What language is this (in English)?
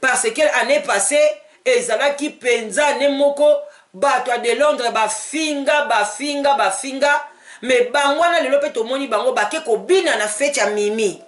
Lingala